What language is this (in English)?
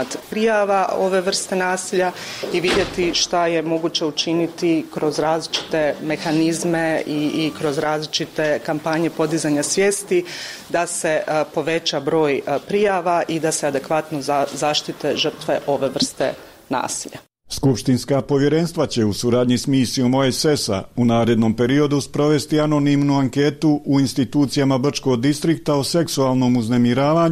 Bosnian